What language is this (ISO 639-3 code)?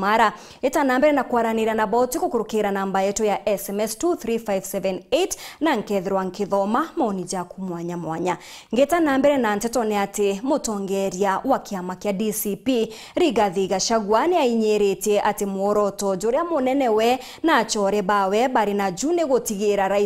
mer